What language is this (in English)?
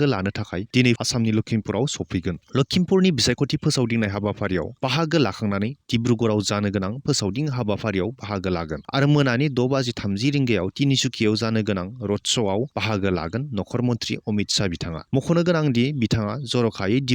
Bodo